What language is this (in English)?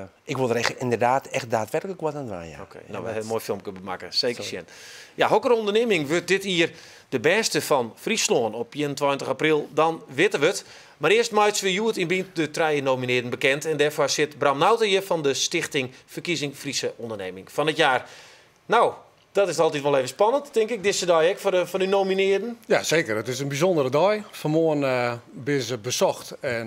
Western Frisian